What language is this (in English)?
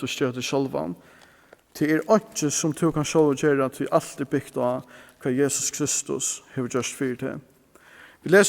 Faroese